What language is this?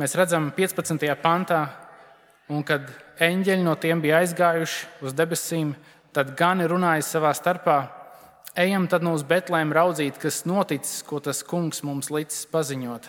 Latvian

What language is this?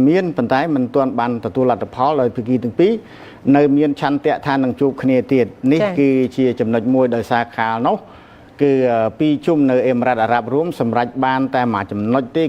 Khmer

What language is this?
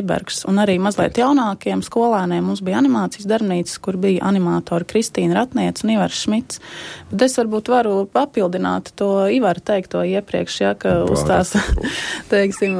Latvian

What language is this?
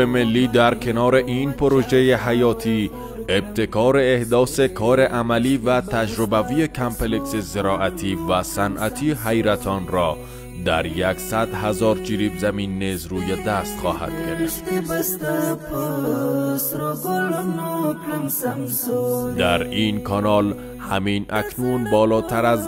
Persian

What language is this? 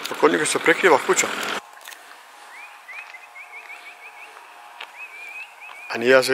Bosnian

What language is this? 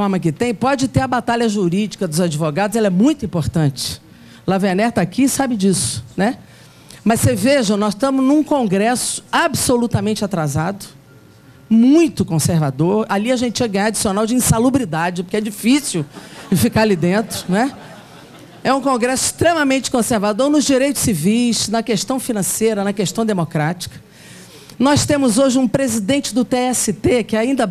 Portuguese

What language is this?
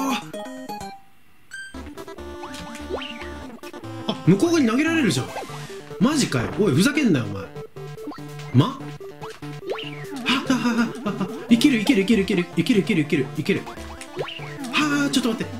Japanese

